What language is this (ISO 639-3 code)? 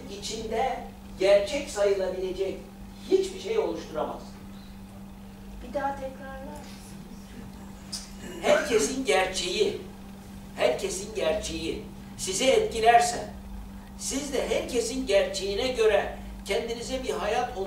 tur